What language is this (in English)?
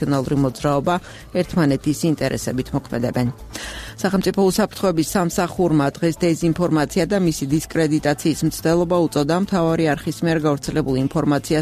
Georgian